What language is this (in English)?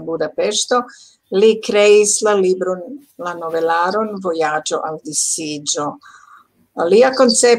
Esperanto